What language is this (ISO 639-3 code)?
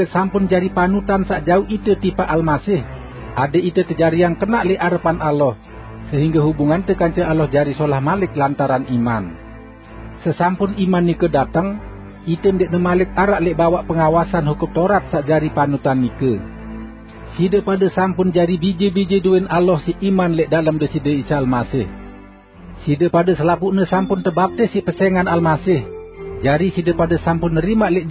sas